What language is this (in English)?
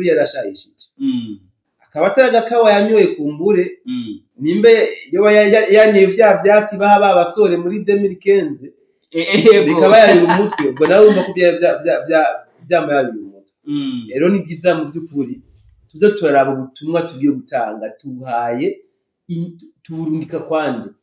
Rundi